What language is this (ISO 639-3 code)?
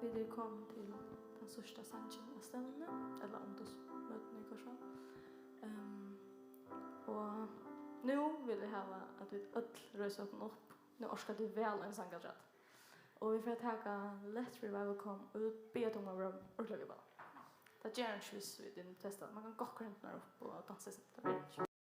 fao